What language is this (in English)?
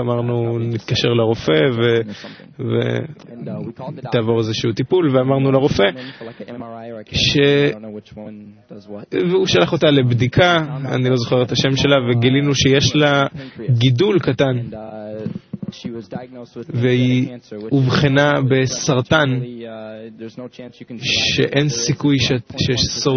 Hebrew